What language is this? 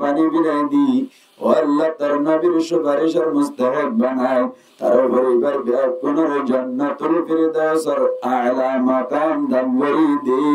Rohingya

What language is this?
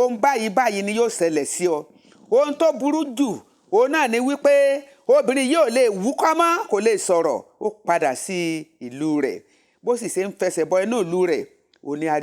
Yoruba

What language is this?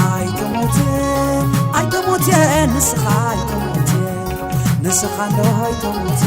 Tigrinya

